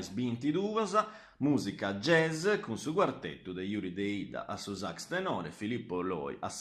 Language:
Sardinian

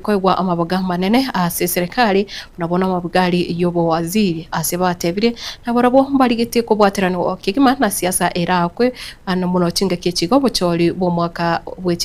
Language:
Gusii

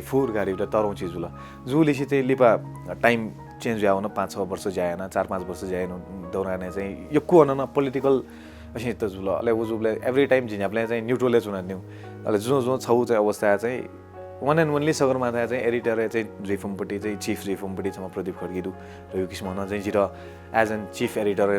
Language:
Newari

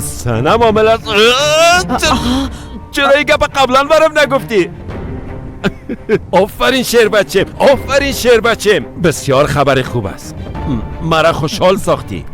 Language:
Persian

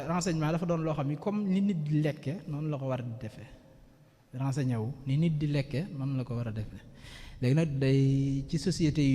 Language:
Wolof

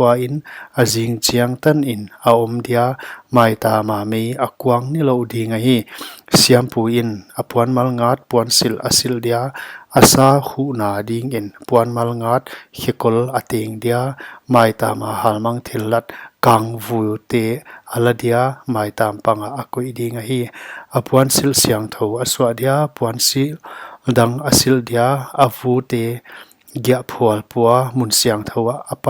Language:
Paite Chin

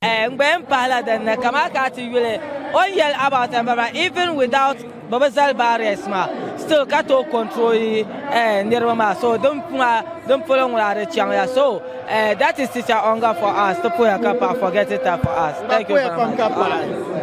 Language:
Dagbani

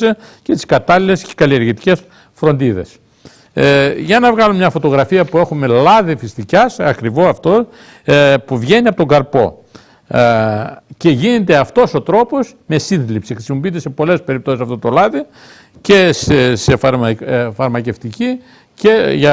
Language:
Greek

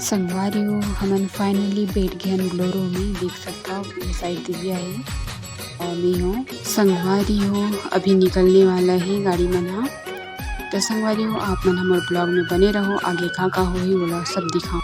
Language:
Chhattisgarhi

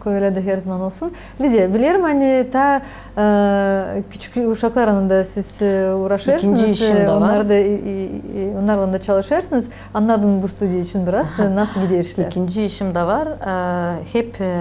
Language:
Gagauz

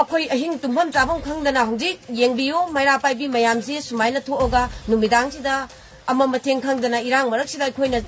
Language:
Manipuri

